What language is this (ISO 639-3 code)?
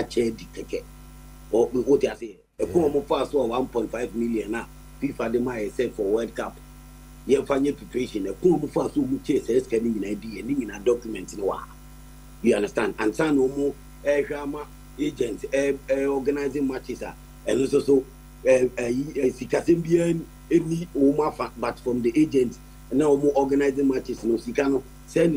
aka